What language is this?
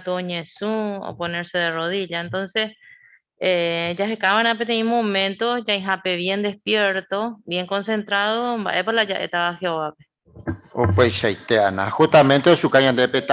Guarani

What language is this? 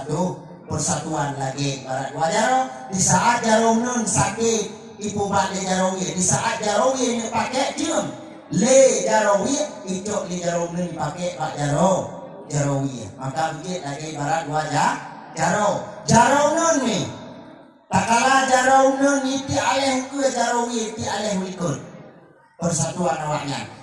Achinese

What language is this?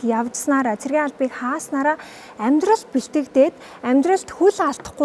Mongolian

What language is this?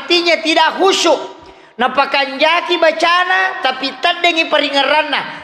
Buginese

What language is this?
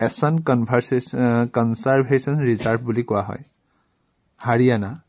Assamese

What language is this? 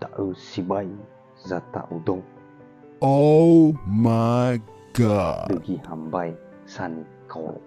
Nias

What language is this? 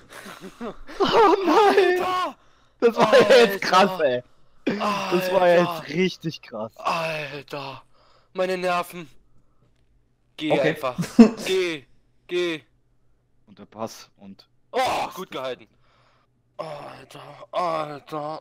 German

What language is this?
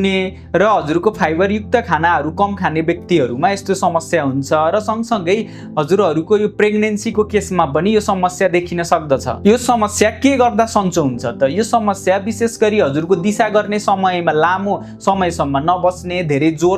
Nepali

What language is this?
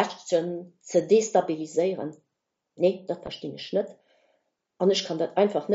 Luxembourgish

